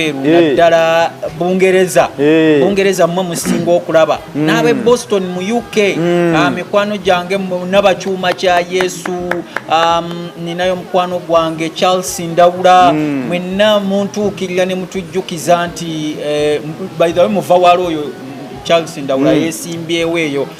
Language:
Ganda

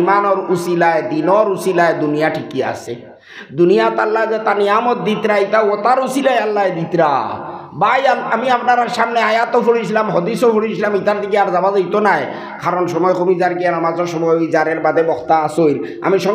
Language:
Sylheti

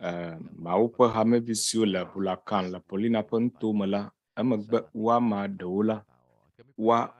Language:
Ewe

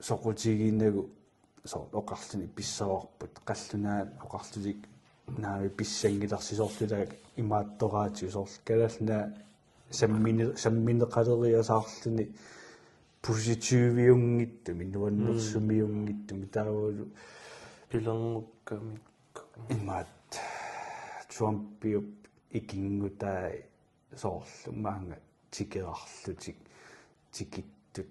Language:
Kalaallisut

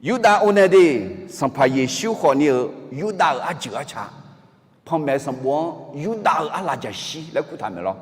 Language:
Akha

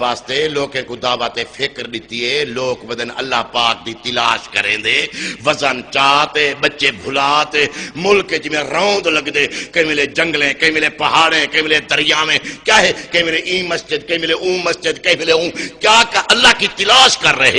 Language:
Saraiki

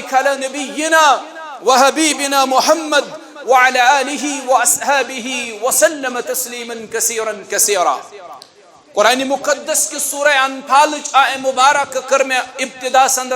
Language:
Kashmiri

